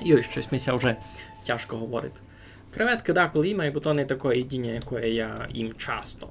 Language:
Rusyn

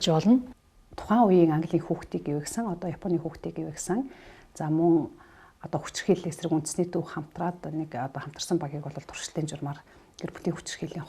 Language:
Mongolian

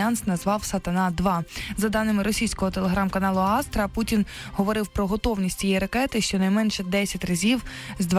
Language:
Ukrainian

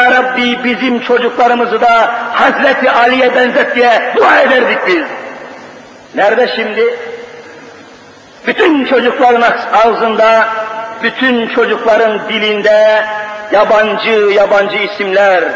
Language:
Turkish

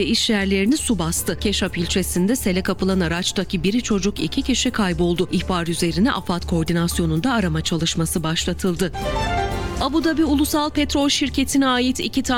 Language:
Turkish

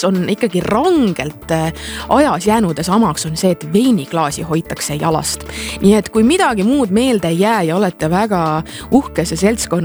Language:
Estonian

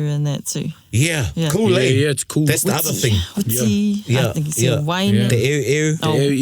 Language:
Māori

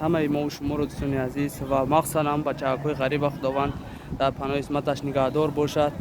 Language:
Tajik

